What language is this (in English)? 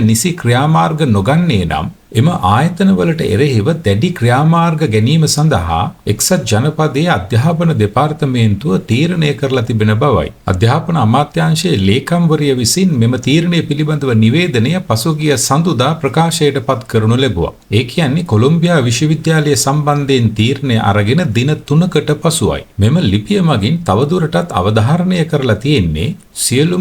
Sinhala